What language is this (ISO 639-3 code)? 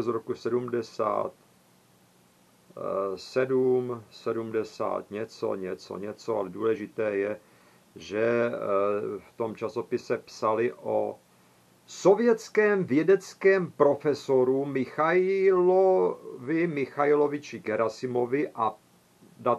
ces